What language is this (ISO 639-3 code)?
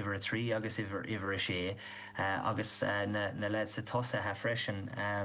gle